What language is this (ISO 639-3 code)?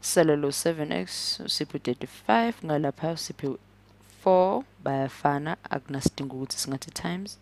zul